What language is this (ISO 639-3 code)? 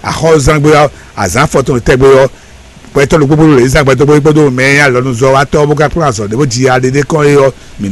fon